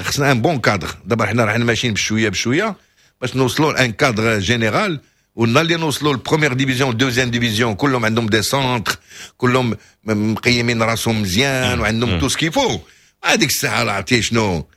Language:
Moroccan Arabic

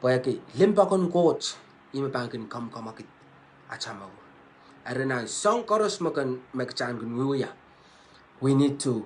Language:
Pohnpeian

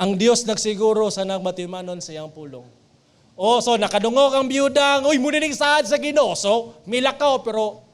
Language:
Cebuano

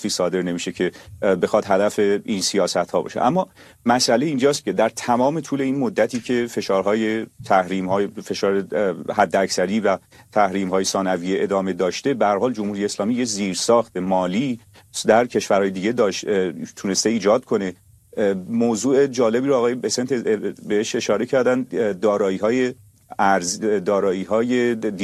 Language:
Persian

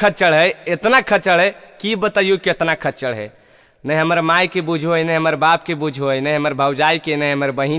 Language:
Magahi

